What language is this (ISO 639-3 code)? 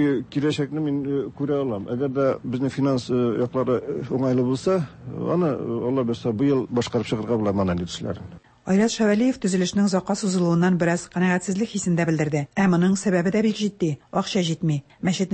tat